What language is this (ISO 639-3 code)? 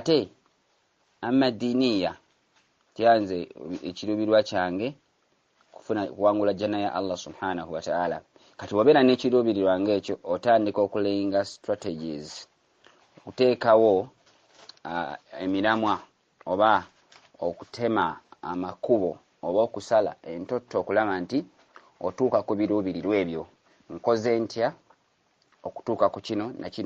lug